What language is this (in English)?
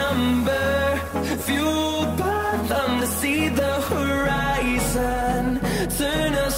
Filipino